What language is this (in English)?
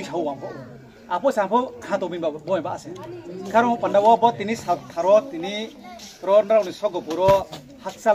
Riang (India)